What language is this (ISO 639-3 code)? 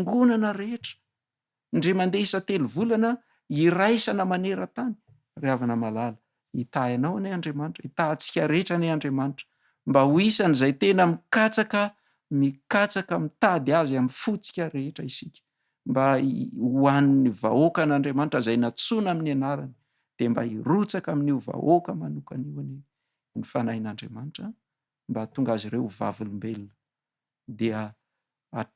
mlg